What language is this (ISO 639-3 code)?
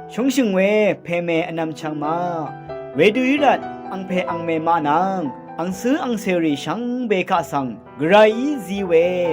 raw